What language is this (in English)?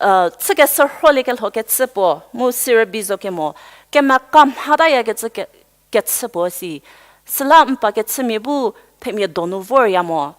Angami Naga